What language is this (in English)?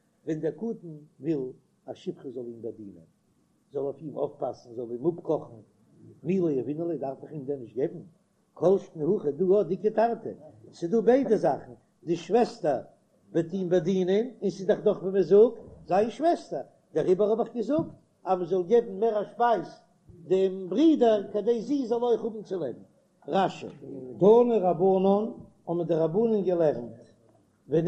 Yiddish